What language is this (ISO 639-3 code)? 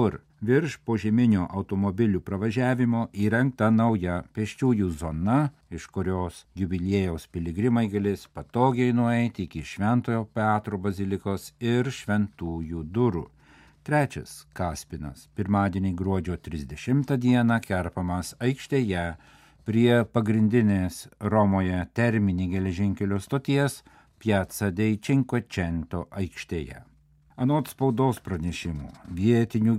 lit